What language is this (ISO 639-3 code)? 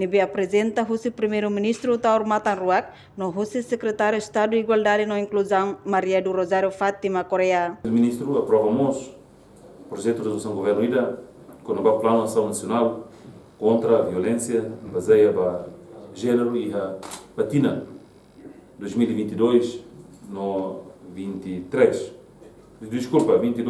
tet